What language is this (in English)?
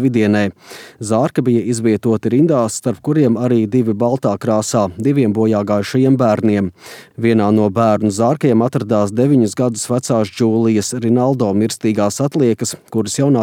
Latvian